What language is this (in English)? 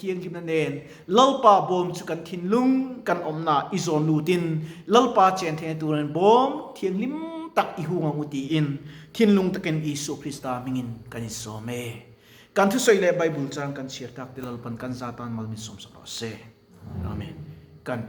Mizo